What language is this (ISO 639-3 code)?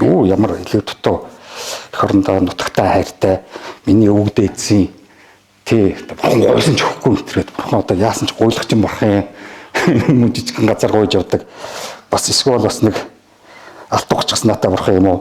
mon